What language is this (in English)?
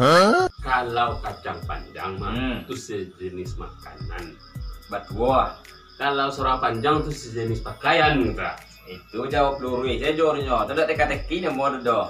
Minangkabau